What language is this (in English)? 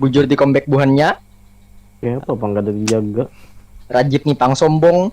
Banjar